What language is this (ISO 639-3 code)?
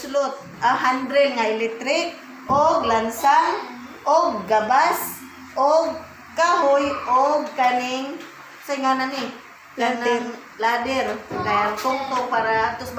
ceb